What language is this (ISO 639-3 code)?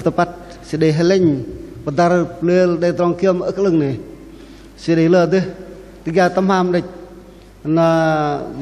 bdq